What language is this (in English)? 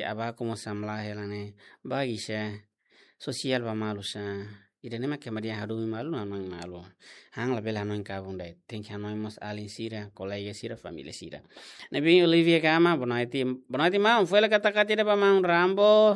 Tetum